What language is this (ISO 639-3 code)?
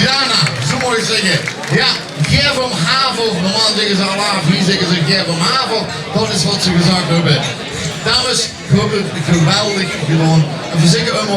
lim